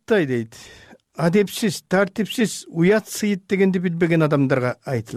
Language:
Kyrgyz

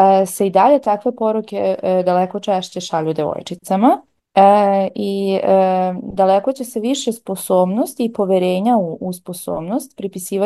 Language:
Serbian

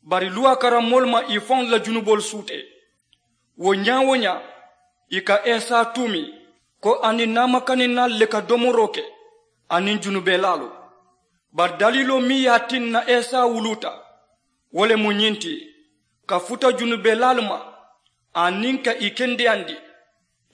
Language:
Mandingo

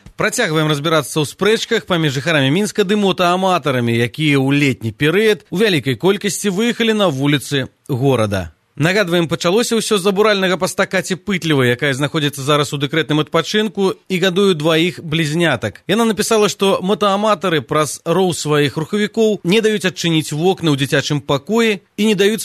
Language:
Belarusian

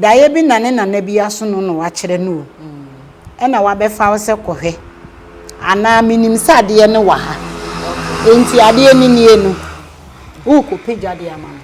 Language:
Akan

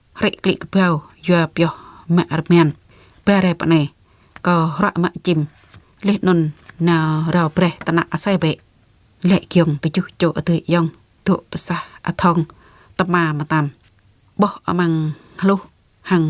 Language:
Jarai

